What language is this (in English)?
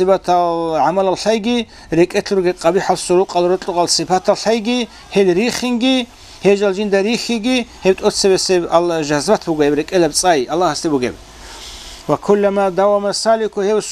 Avaric